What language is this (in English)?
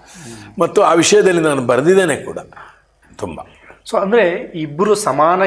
Kannada